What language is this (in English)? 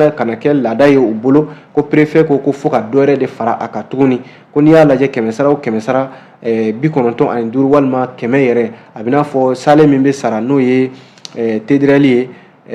Bambara